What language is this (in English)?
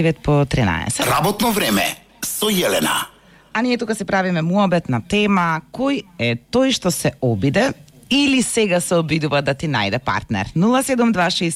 Macedonian